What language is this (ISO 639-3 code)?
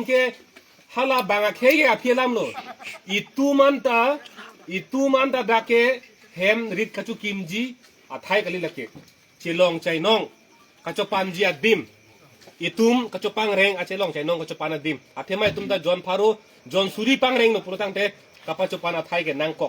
mjw